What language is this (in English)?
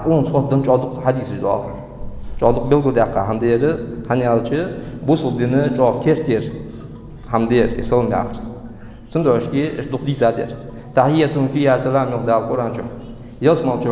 Ingush